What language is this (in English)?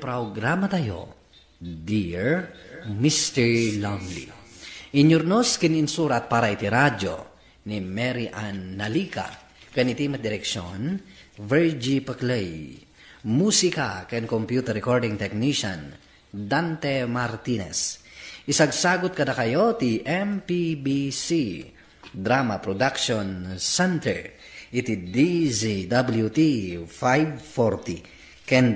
Iloko